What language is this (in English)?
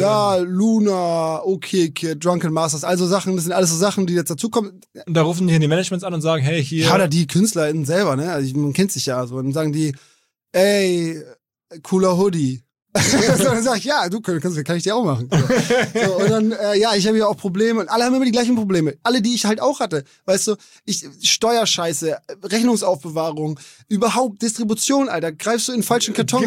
German